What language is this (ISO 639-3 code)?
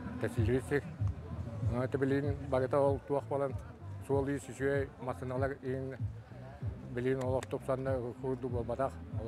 sah